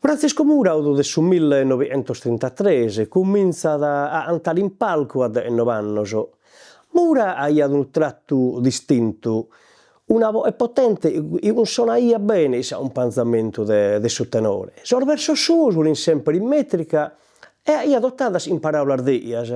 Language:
Sardinian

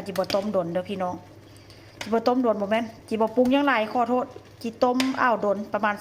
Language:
Lao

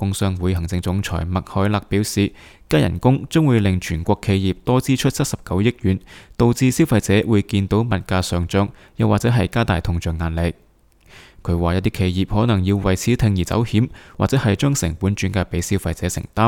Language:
Cantonese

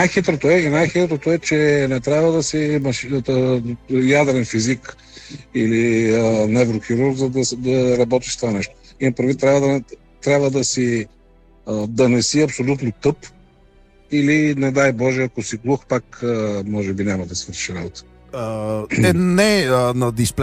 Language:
Bulgarian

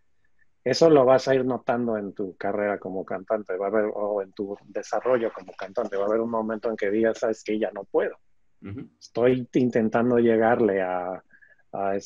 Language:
Spanish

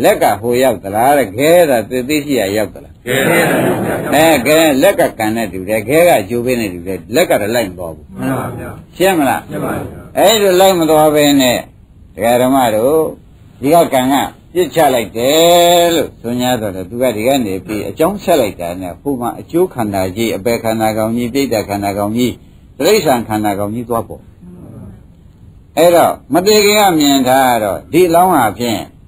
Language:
Burmese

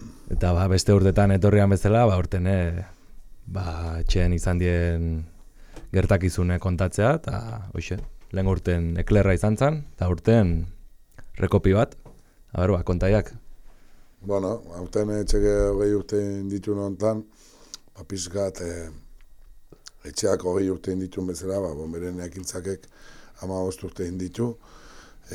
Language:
Basque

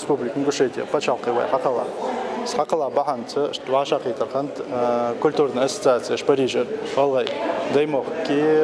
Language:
Ingush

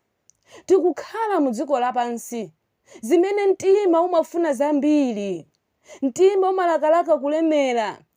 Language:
Nyanja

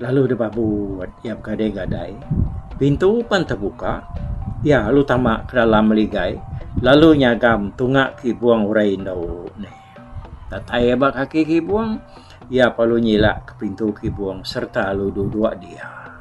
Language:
Iban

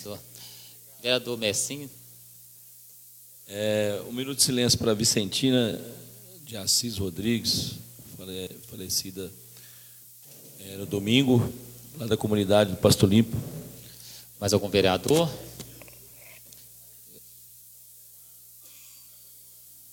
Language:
Portuguese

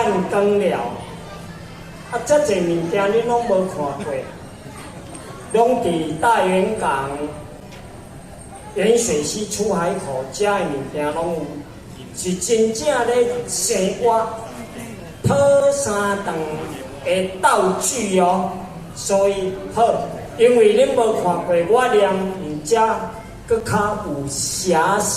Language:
Min Nan Chinese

